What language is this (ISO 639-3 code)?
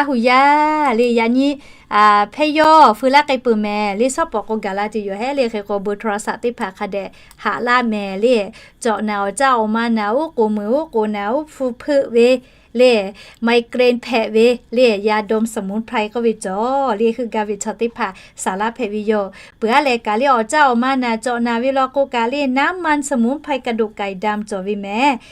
lhu